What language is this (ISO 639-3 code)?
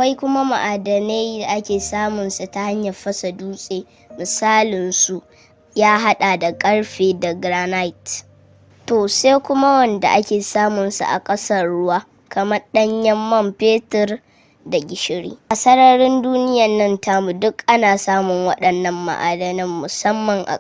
hau